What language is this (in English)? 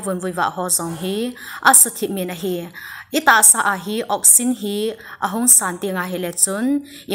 Thado Chin